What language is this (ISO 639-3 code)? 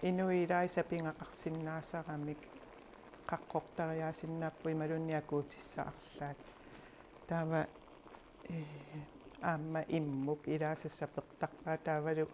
kal